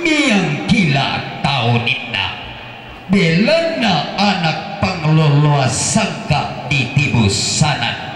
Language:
Toraja-Sa'dan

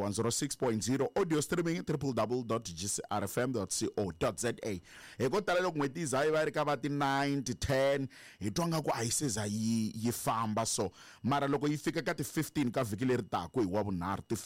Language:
Tsonga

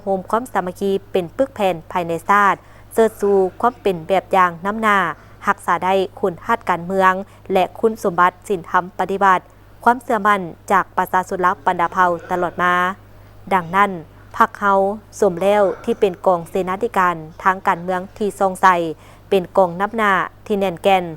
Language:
Lao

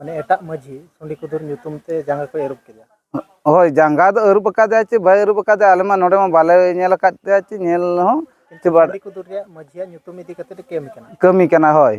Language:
Santali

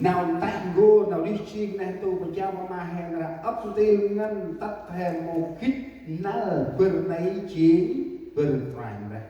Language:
Central Mnong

